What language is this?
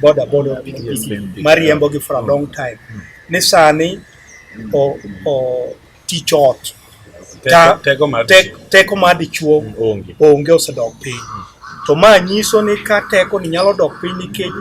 Luo (Kenya and Tanzania)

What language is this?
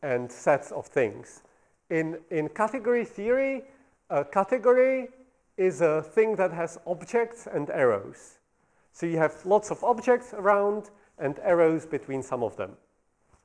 English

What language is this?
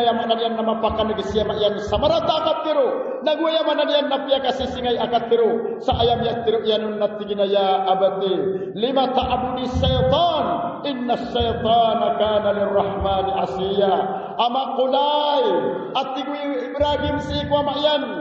Maranao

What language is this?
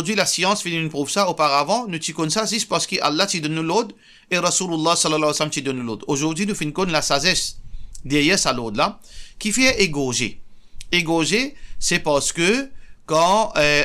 Morisyen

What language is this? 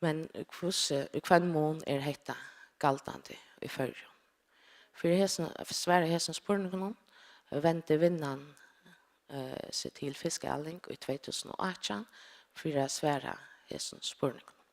Faroese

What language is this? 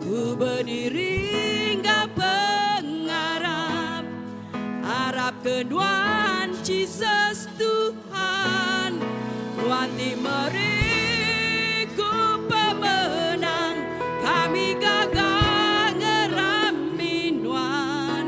Iban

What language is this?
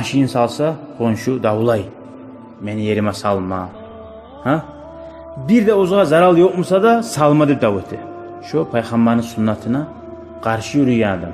Kumyk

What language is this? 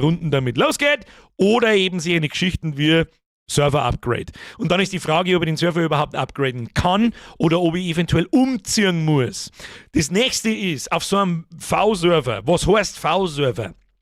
Bavarian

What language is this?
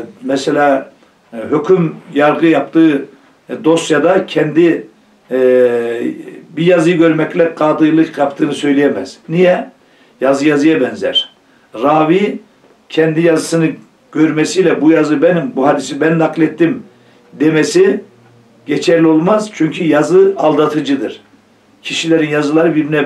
Turkish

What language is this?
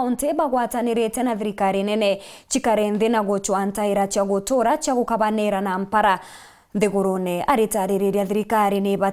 Meru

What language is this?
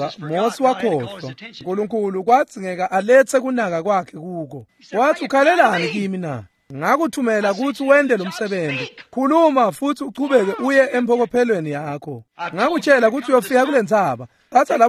Swati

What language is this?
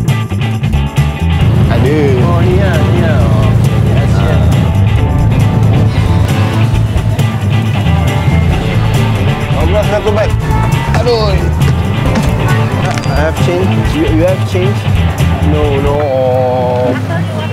Malay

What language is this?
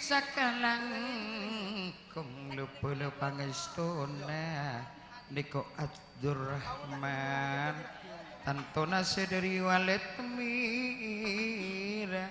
Madurese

